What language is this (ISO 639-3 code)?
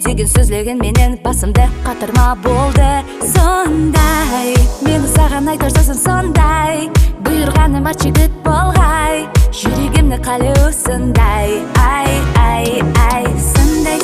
kaa